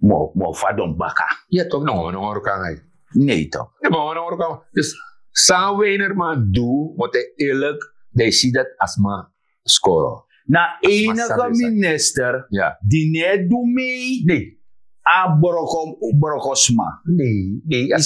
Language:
Sranan Tongo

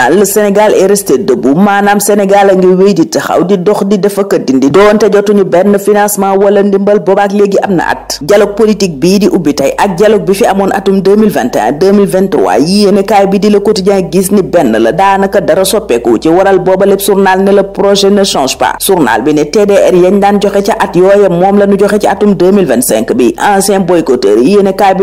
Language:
Wolof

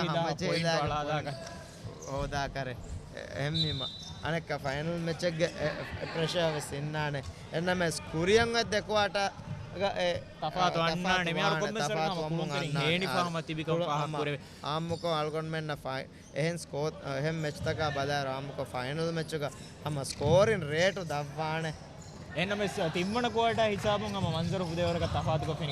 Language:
Divehi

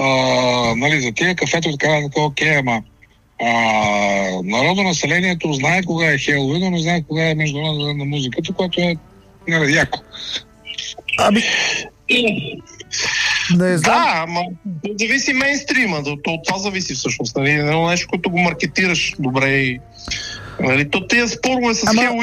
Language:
Bulgarian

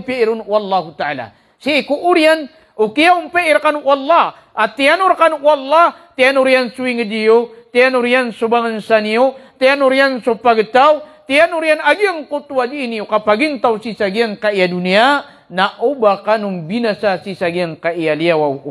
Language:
Maranao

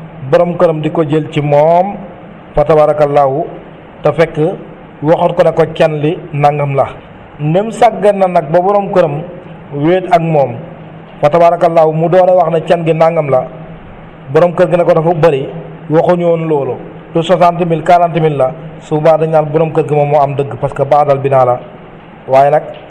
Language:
Wolof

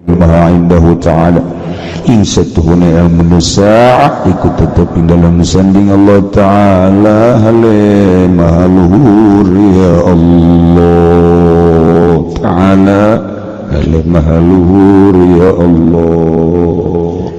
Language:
Sundanese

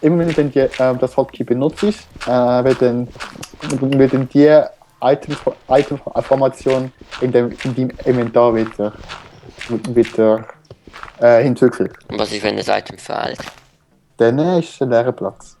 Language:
Swiss German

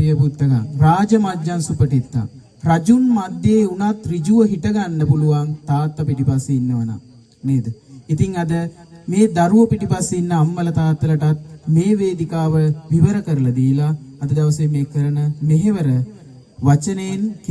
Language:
Sinhala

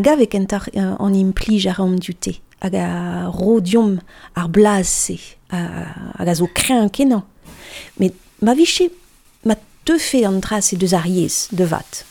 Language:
Breton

